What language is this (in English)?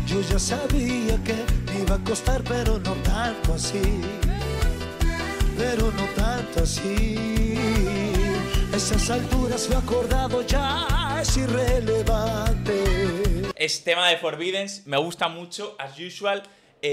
Spanish